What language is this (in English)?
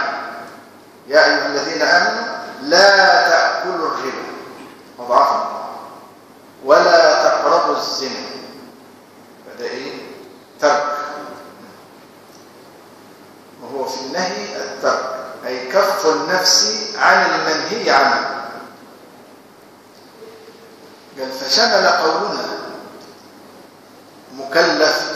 Arabic